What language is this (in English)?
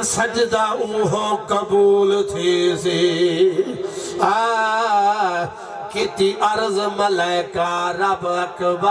Saraiki